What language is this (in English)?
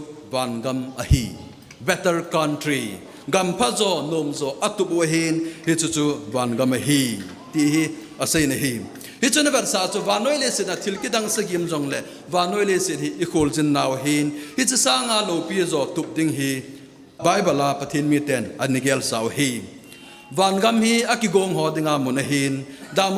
Thado Chin